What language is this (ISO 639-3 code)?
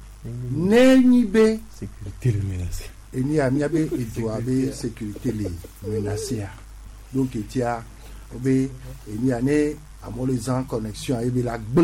gej